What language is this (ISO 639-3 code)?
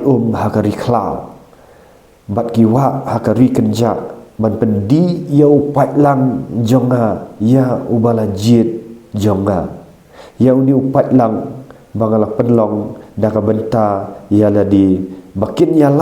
kha